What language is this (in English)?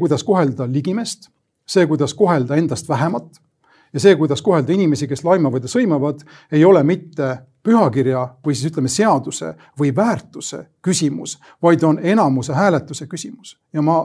Estonian